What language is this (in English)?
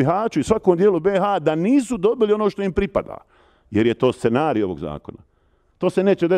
Bosnian